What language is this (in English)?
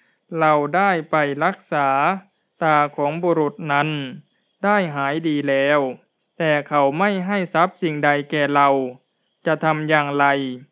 Thai